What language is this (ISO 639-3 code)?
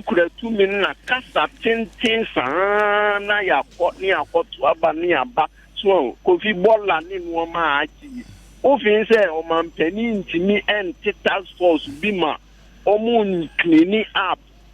aka